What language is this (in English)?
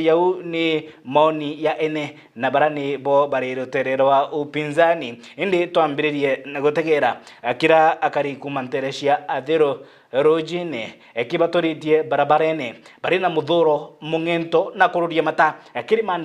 Meru